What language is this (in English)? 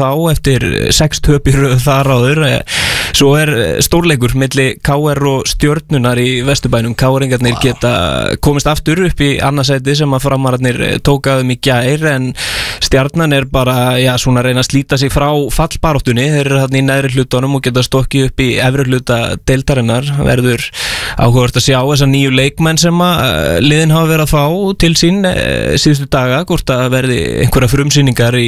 Icelandic